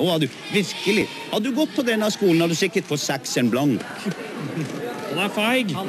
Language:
Norwegian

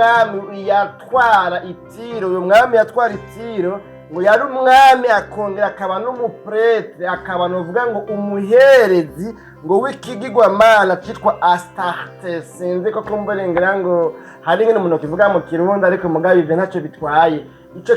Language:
Rundi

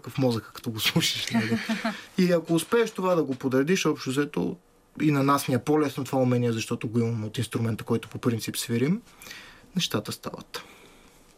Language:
Bulgarian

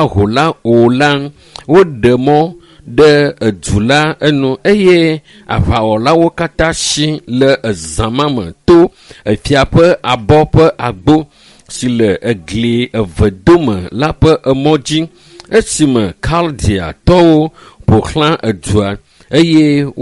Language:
Ewe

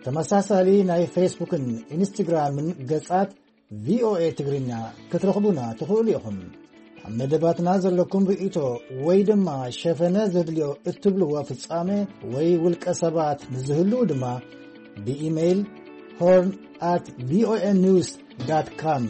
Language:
Tigrinya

